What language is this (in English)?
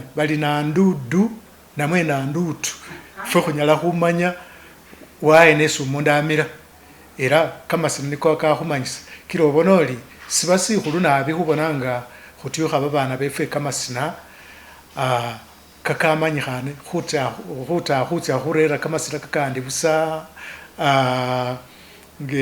Masaaba